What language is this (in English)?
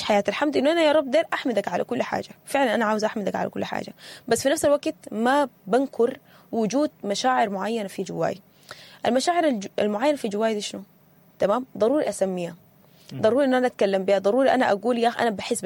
Sudanese Arabic